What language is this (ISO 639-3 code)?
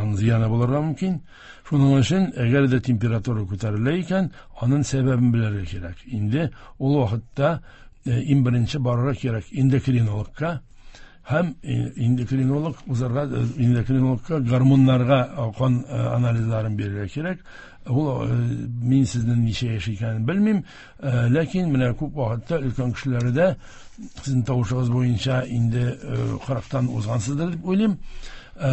tat